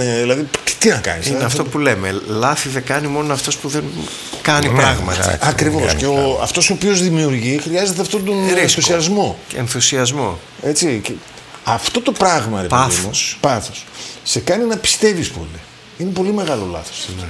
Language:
Greek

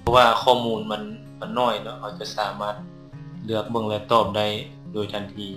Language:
Lao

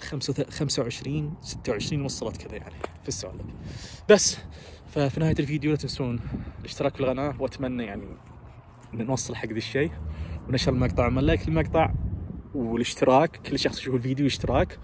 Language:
Najdi Arabic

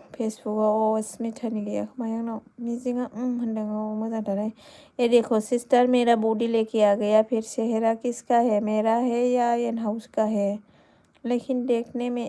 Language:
Bodo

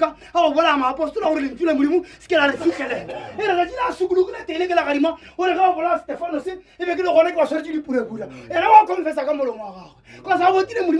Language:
Northern Sotho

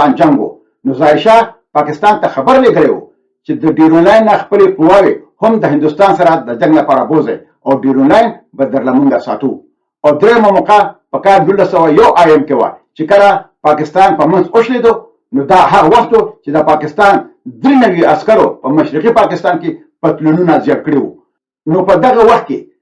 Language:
Pashto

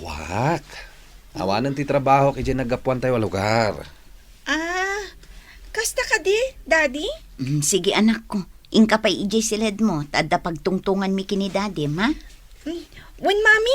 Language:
Iloko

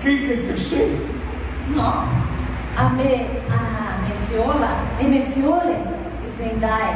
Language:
Venetian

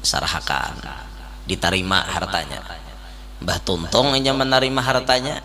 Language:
Banjar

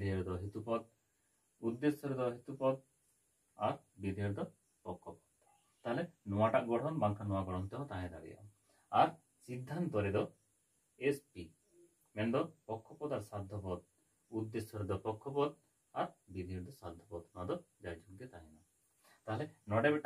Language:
Santali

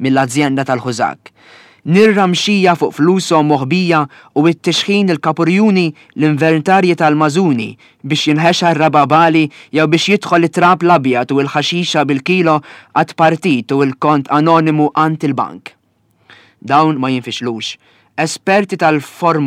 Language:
Maltese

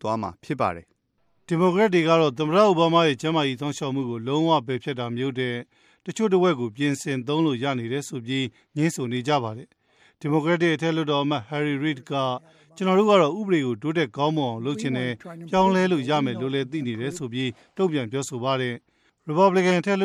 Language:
Burmese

